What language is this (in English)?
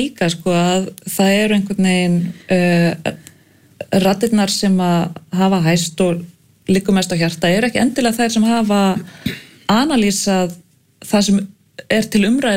Icelandic